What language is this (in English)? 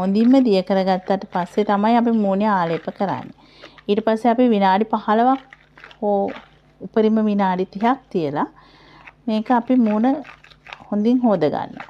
Sinhala